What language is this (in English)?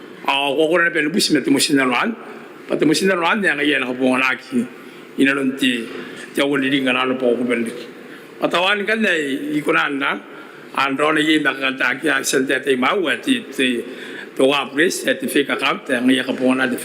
Gilbertese